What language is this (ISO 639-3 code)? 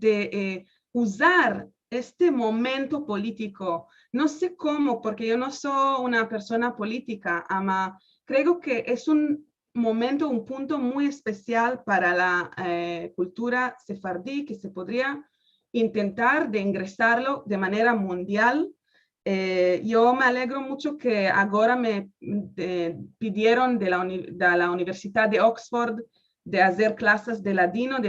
lad